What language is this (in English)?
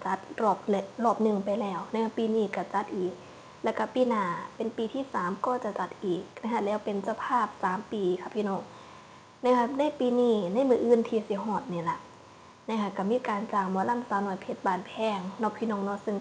Northeastern Thai